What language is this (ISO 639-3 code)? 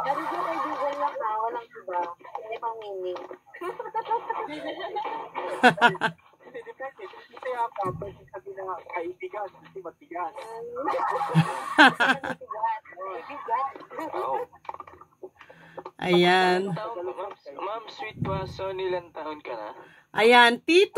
fil